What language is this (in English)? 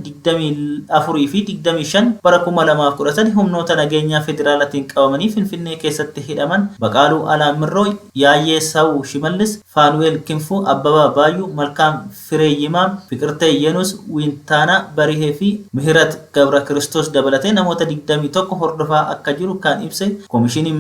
Oromo